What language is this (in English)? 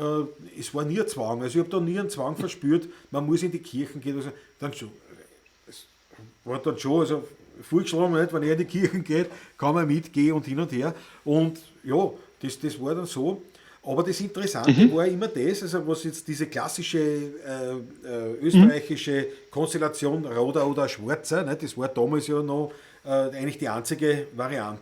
Bavarian